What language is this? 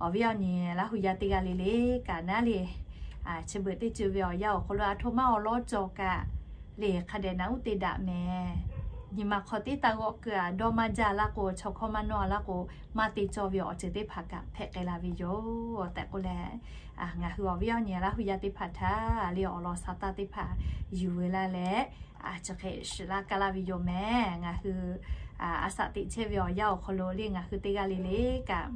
Lahu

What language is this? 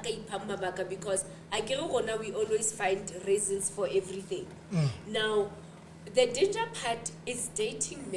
Southern Sotho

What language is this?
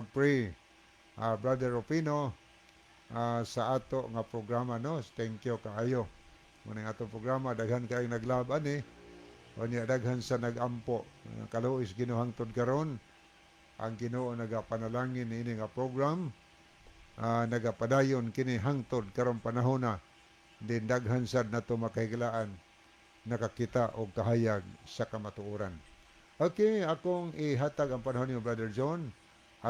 Cebuano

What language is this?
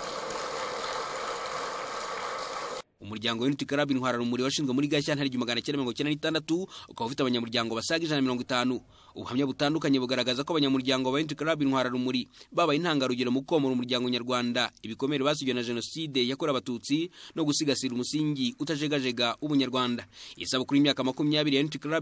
Kinyarwanda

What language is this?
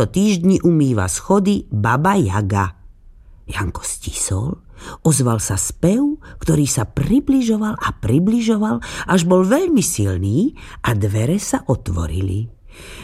Slovak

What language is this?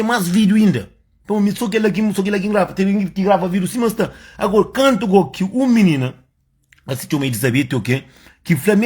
Kabuverdianu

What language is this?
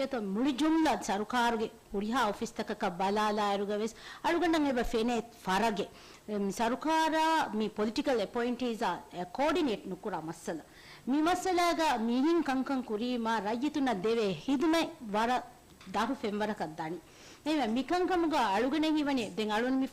Divehi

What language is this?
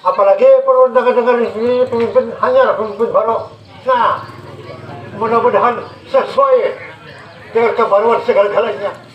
Banjar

